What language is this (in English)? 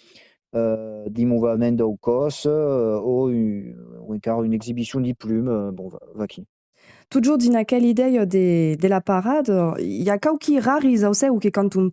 Occitan